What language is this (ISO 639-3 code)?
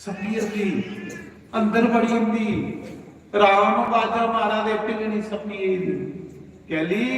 doi